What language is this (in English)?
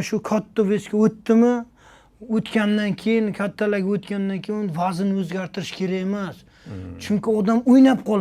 Uzbek